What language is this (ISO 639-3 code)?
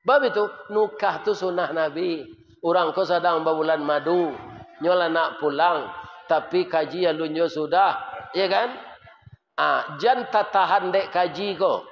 min